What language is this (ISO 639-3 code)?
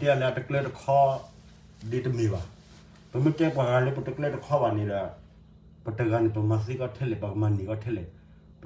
ksw